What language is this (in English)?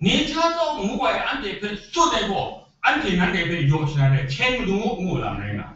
Kachin